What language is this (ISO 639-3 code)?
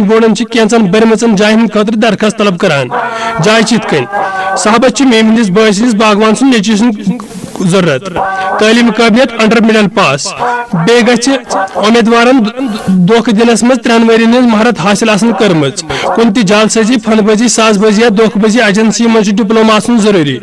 kas